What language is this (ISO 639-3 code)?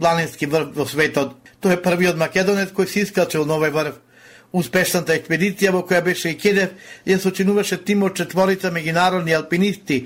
mkd